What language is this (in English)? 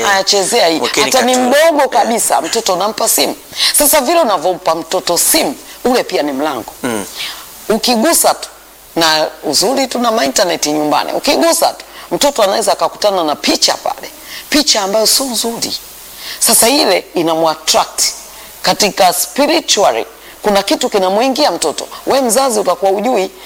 Swahili